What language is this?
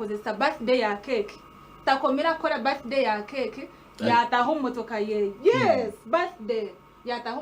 Nyankole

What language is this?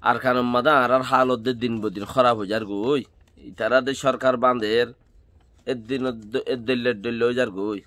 Rohingya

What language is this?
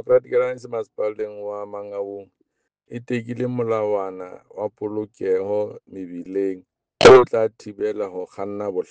Southern Sotho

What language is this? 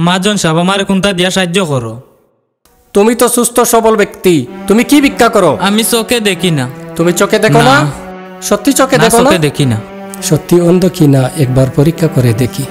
Sylheti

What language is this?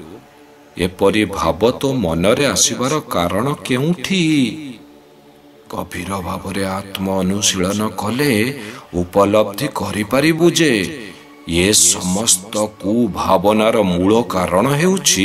Odia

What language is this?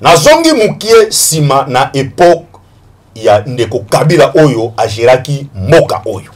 Lingala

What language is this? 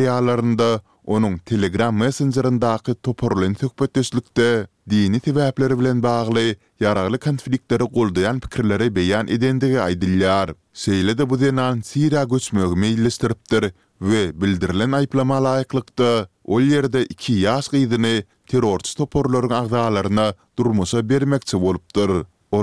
Turkmen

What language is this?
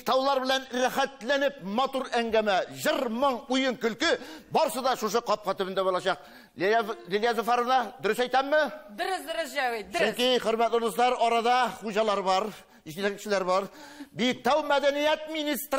Tatar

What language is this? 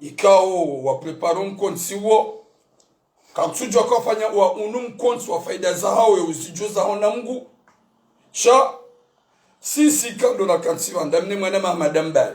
Ngazidja Comorian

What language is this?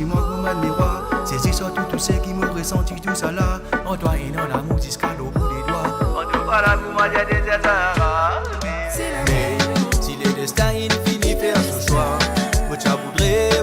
Morisyen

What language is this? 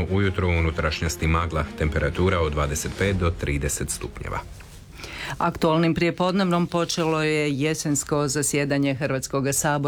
Croatian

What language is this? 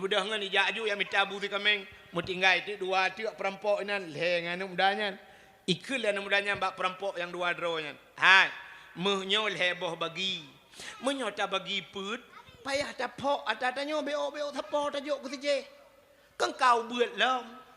Achinese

